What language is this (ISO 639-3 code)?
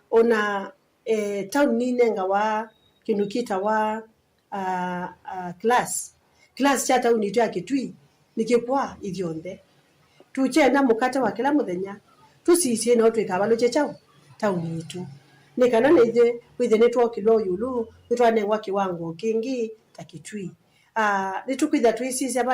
kam